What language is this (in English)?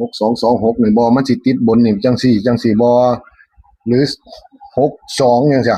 Northeastern Thai